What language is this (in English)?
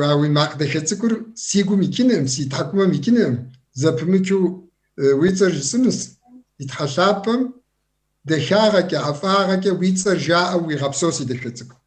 Kabardian